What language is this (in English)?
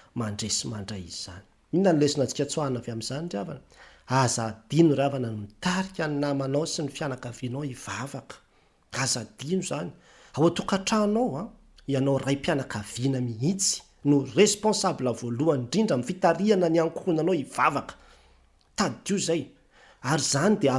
Malagasy